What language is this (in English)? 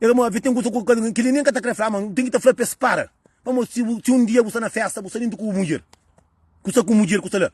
Kabuverdianu